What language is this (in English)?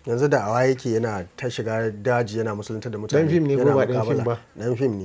Hausa